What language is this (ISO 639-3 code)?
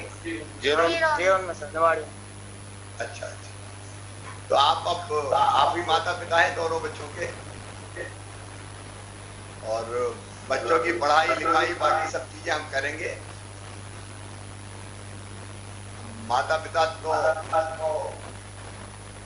hin